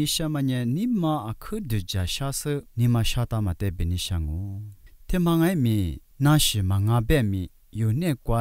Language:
Lisu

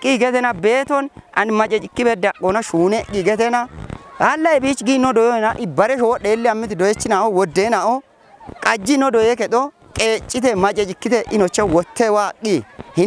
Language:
Kafa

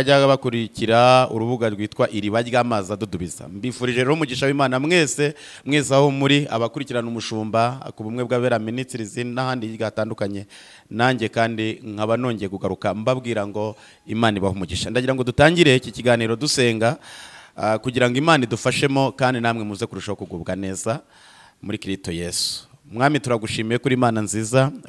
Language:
Kinyarwanda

